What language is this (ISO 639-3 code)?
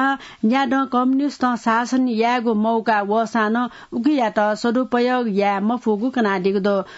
new